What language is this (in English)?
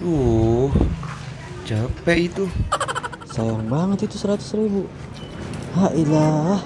Betawi